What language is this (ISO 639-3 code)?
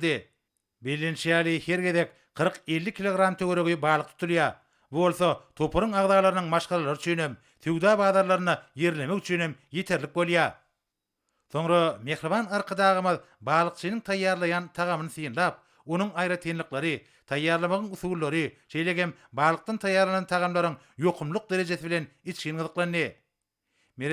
tuk